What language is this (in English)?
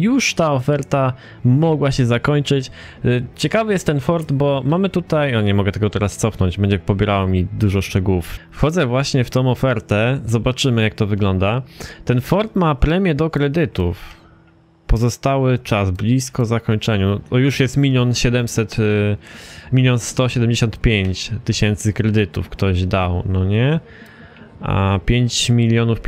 Polish